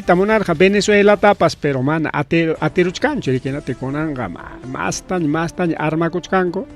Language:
Ayacucho Quechua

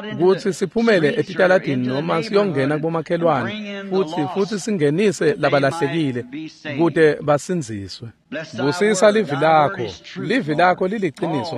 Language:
Swati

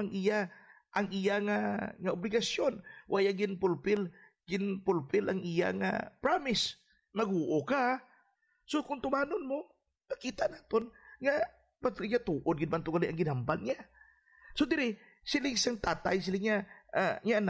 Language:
Hiligaynon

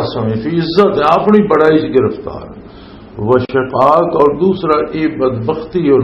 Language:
Western Panjabi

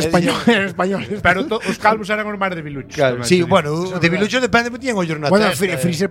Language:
Galician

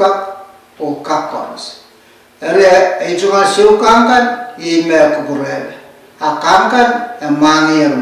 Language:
Pohnpeian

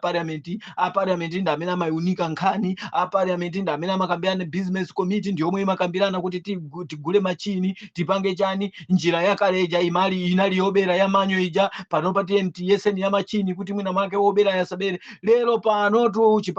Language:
Nyanja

